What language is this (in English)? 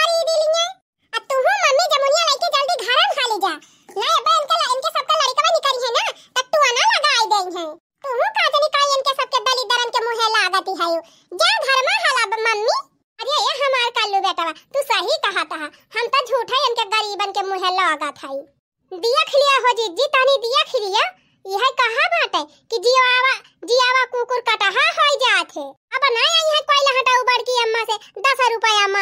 Awadhi